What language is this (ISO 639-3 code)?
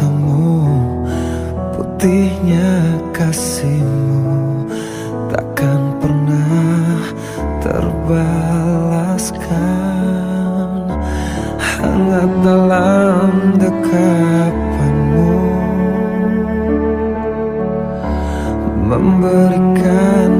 ind